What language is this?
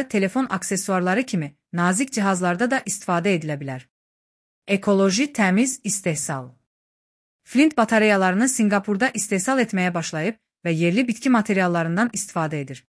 Azerbaijani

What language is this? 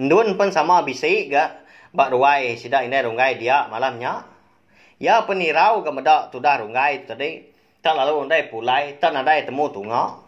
Iban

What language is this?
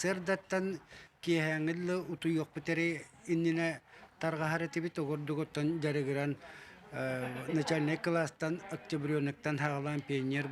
Yakut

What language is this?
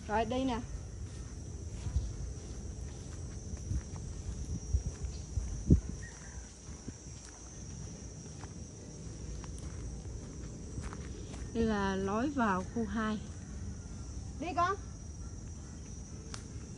Vietnamese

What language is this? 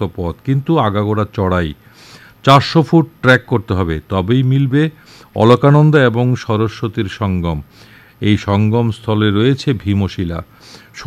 Bangla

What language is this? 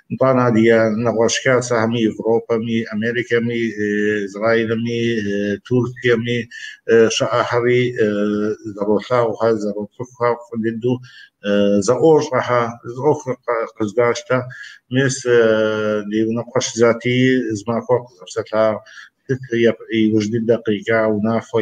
Kabardian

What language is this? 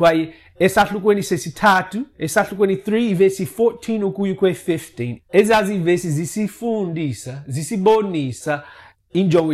Xhosa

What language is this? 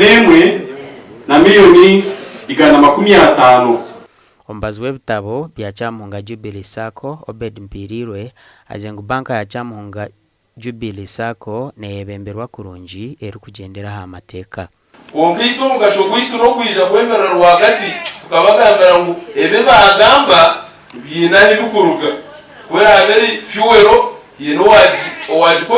Nyankole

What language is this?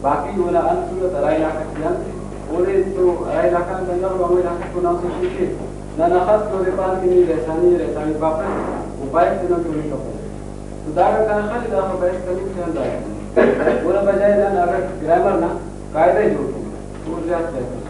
Brahui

